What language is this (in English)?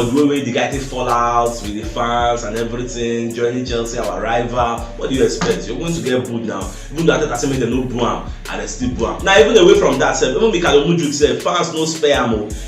Nigerian Pidgin